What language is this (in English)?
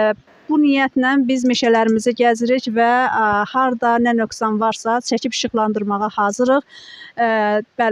Azerbaijani